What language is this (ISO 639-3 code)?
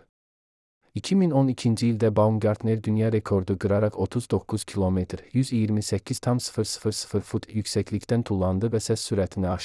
aze